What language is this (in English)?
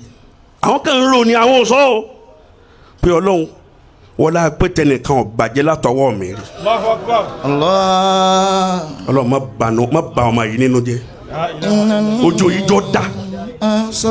Yoruba